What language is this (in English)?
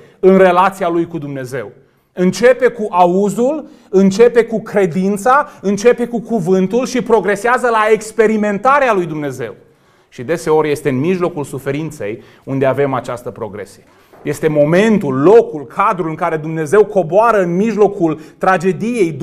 Romanian